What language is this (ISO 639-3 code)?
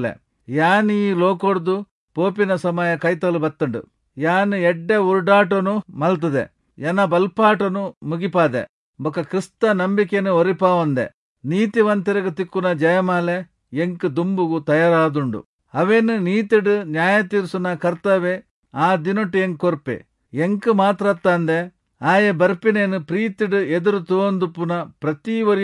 tcy